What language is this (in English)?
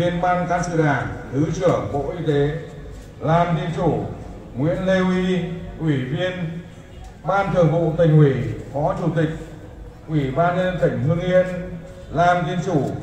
Vietnamese